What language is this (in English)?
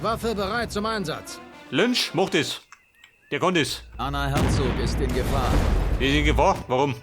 Bavarian